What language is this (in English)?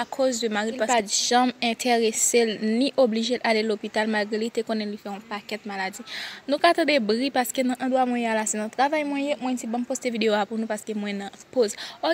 Haitian Creole